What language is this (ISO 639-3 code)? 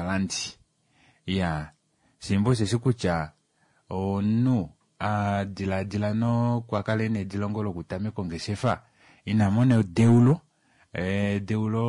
kua